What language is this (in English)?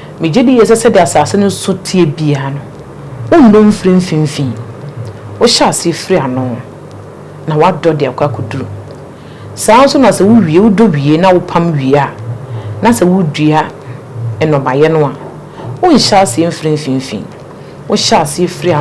Akan